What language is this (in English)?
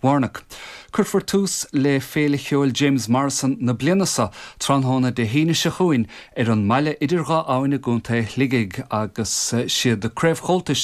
Irish